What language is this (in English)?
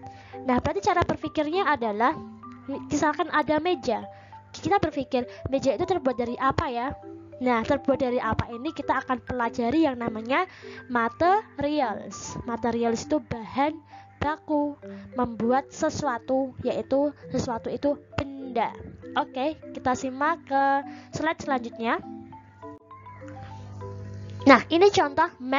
Indonesian